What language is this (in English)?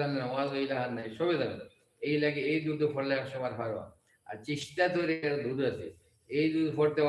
Sylheti